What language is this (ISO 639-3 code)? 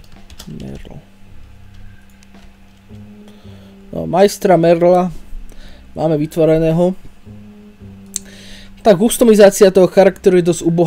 slk